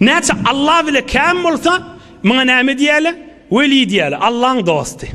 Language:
Turkmen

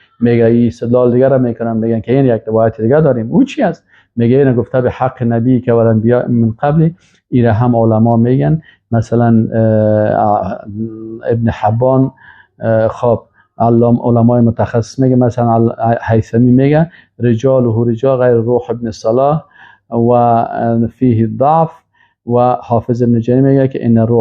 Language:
Persian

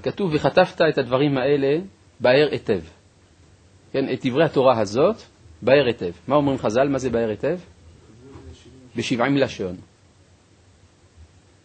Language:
Hebrew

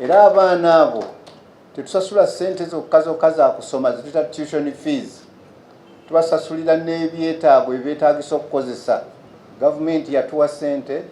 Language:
Ganda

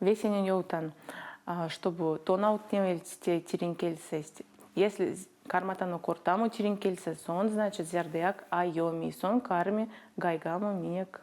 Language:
Erzya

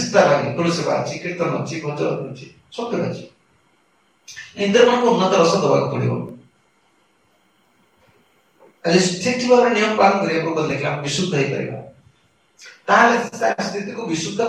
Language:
Odia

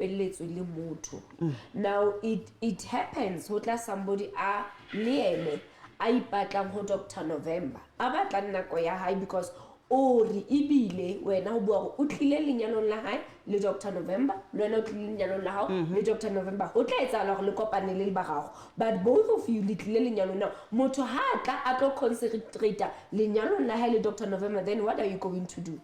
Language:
Southern Sotho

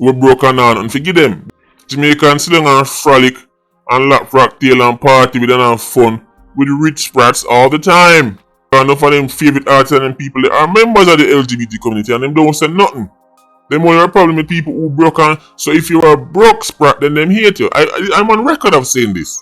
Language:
Jamaican Creole English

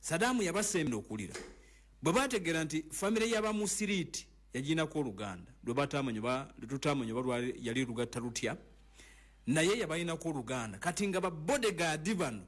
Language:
Ganda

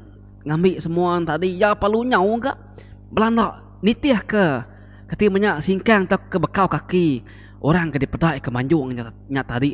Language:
Iban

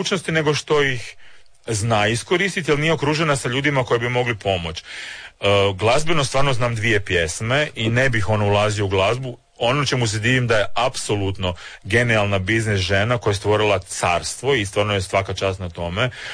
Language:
Croatian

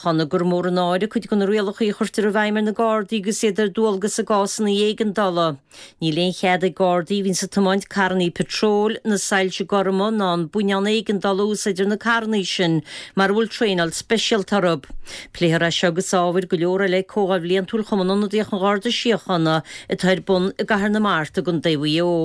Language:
Irish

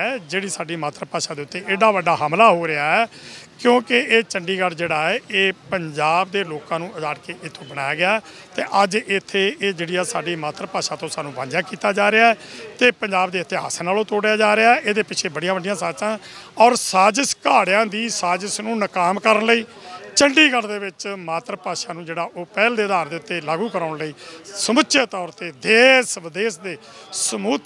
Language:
Punjabi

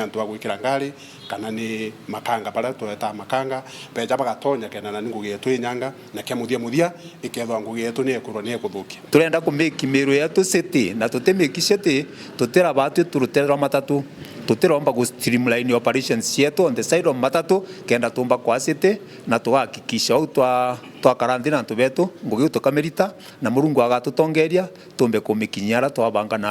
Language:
Meru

